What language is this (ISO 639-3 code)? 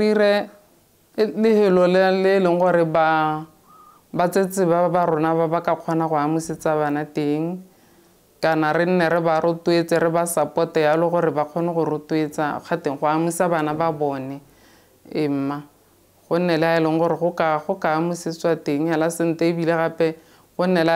tsn